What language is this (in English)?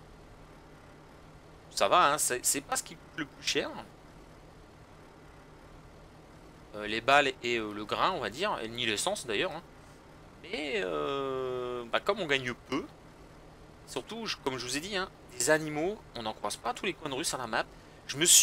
French